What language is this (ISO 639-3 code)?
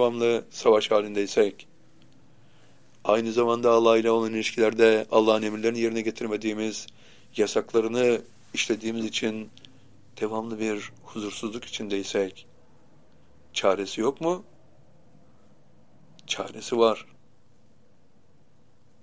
tur